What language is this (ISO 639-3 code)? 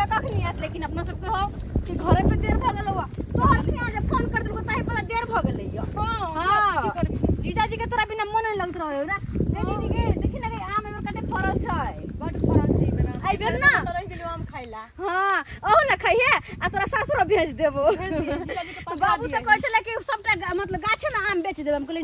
mai